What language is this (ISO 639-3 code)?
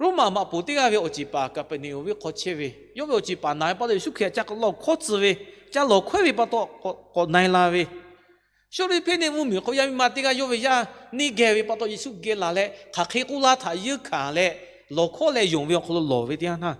lhu